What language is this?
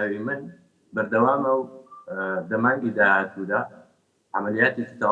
Central Kurdish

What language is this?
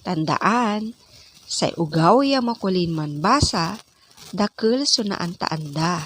Pangasinan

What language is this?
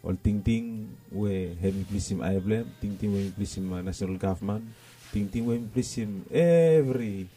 Bislama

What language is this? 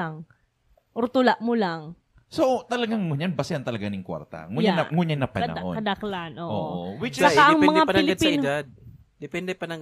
Bikol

